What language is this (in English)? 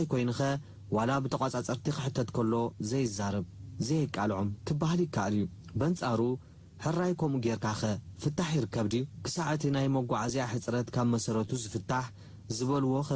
Tigrinya